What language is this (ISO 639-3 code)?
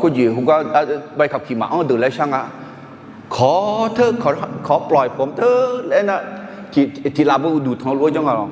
ahk